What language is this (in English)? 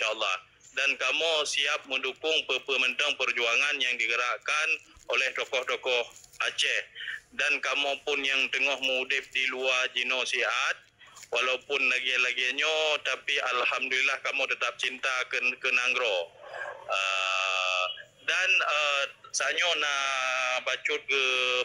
Achinese